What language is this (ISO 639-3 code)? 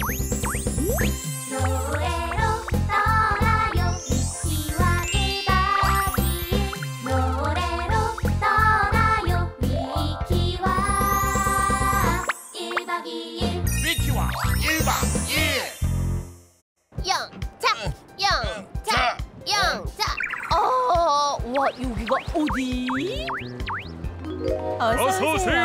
kor